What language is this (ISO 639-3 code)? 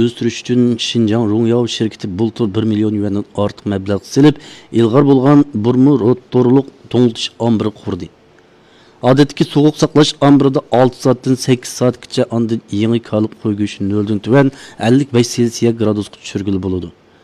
uig